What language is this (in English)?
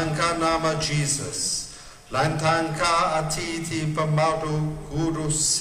Iban